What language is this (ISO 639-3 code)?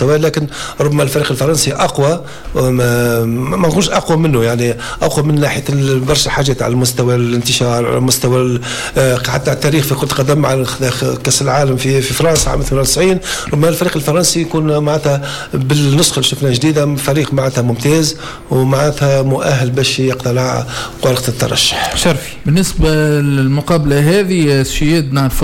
aeb